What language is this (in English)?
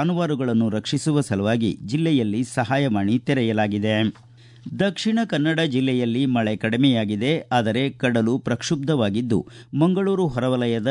Kannada